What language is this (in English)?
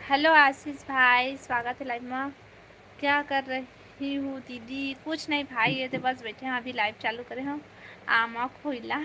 Chhattisgarhi